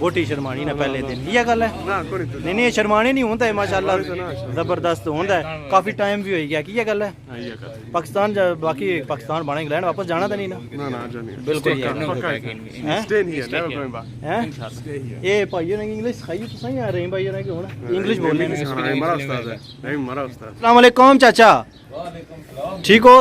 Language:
Pahari-Potwari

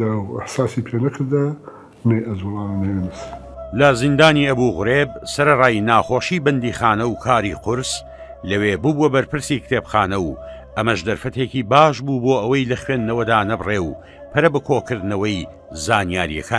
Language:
Central Kurdish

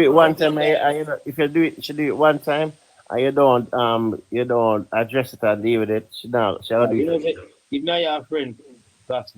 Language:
Jamaican Creole English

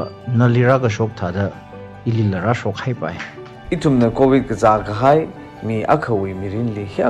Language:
Tangkhul Naga (India)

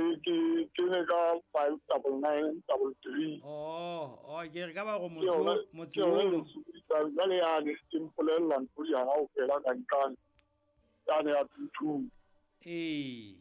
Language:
Southern Sotho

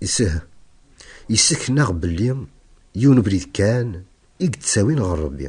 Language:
Kabyle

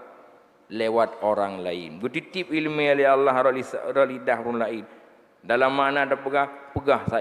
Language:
Achinese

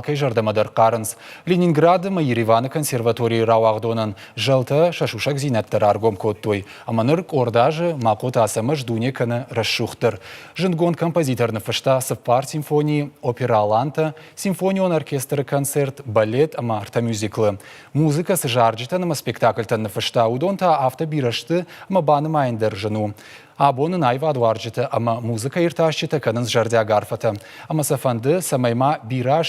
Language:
Ossetic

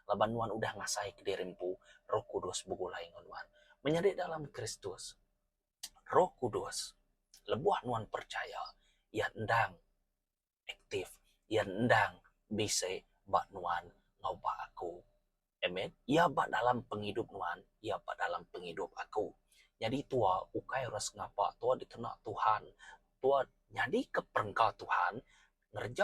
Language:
Iban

